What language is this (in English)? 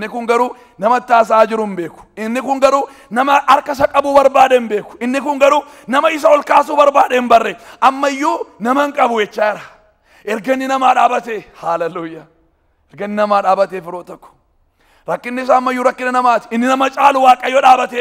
Oromo